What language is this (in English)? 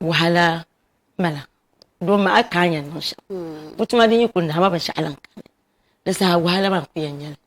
Dagbani